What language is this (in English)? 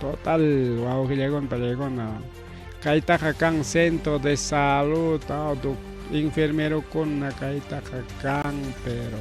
Ayacucho Quechua